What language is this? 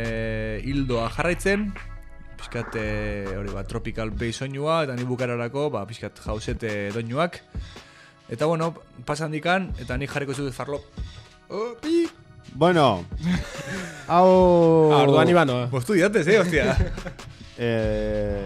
Basque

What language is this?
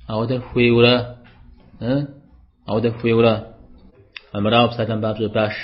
Kabardian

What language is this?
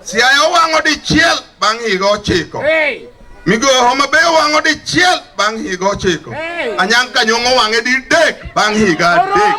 Luo (Kenya and Tanzania)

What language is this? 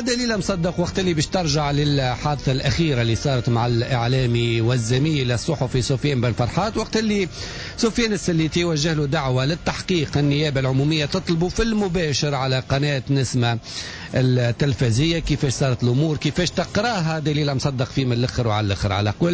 Tunisian Arabic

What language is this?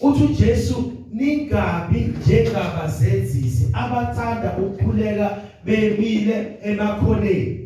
Zulu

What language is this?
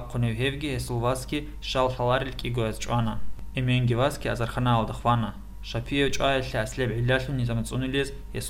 Avaric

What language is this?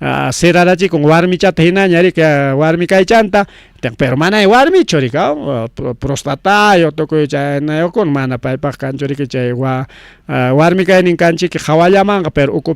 Ayacucho Quechua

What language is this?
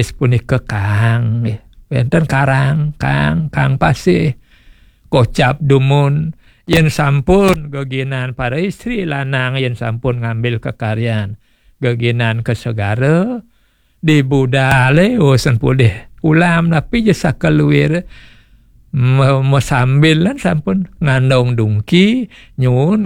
Balinese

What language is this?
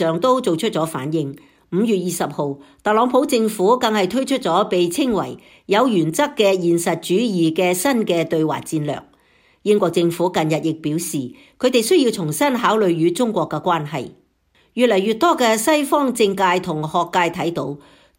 Cantonese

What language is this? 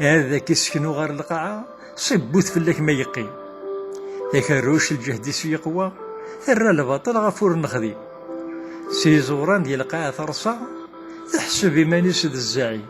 Kabyle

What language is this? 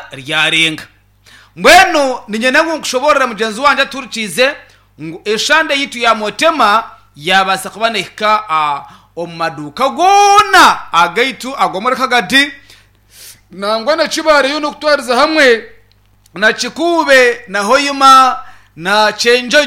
Nyankole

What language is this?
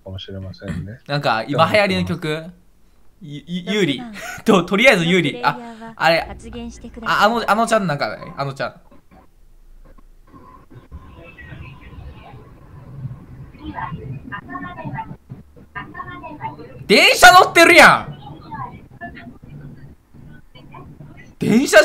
Japanese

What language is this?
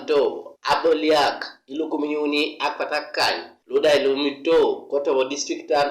Teso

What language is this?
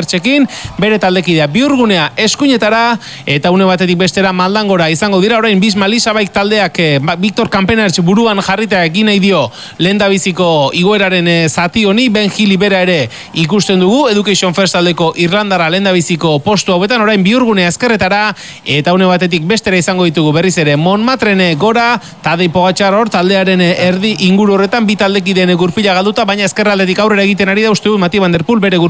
Basque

